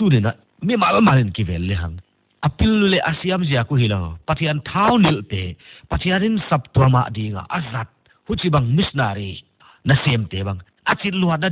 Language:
Paite Chin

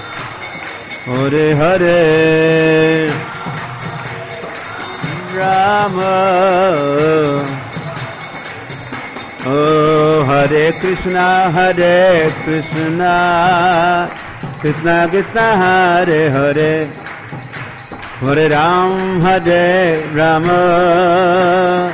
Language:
Hindi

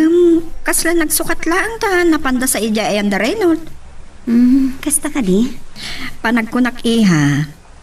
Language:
Iloko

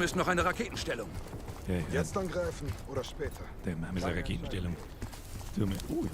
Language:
Bavarian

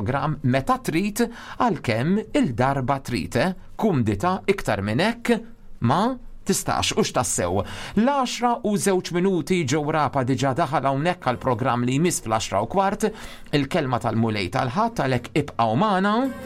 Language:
Maltese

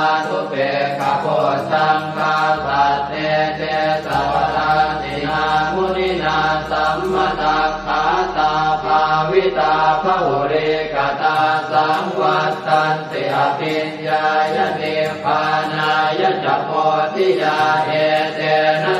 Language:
Pali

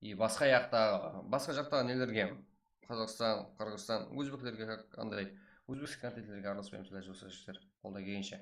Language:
Kara-Kalpak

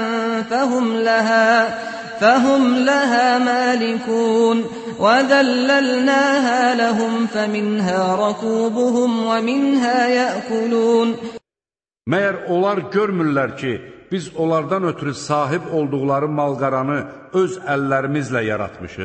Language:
Azerbaijani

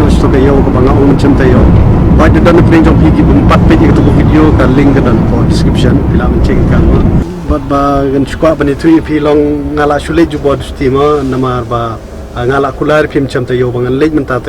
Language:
Khasi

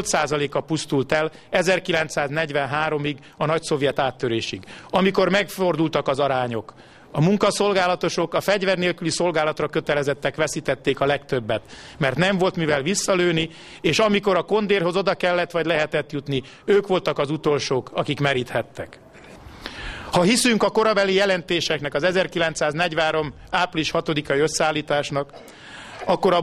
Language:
Hungarian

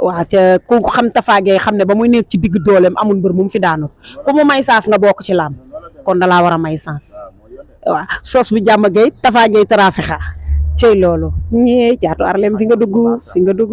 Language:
Wolof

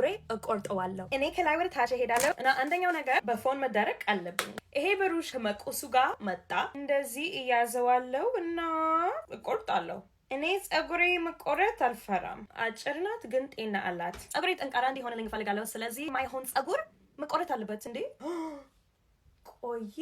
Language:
Amharic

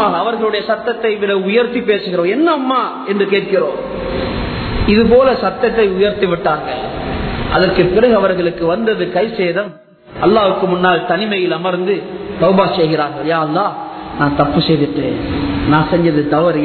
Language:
Tamil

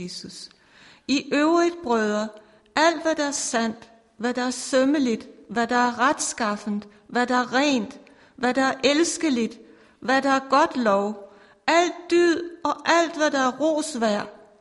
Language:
Danish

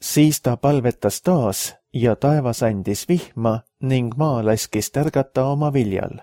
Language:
Estonian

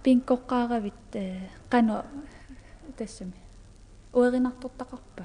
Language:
Kalaallisut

